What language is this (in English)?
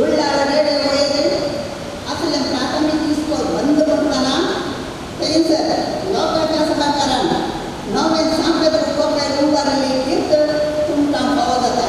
Konkani